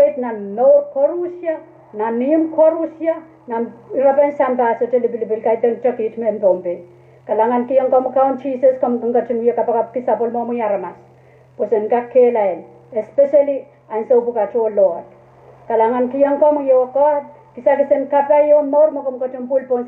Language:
Pohnpeian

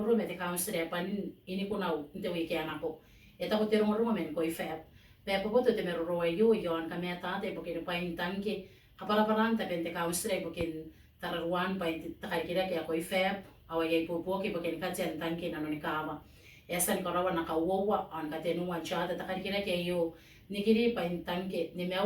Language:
Gilbertese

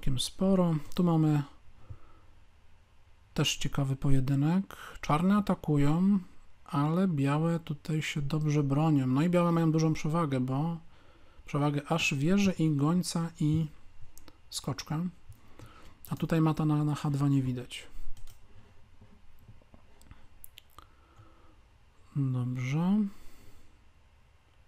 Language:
Polish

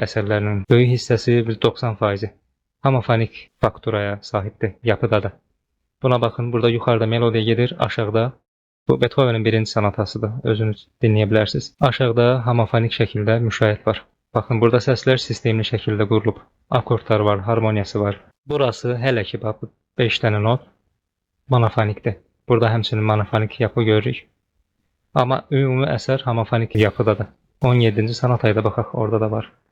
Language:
Azerbaijani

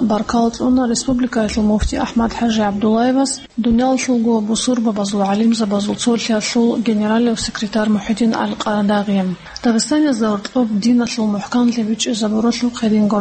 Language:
Avaric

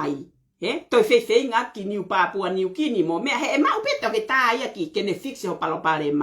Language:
Tongan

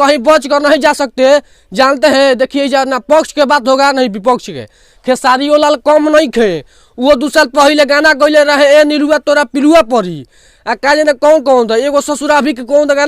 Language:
Bhojpuri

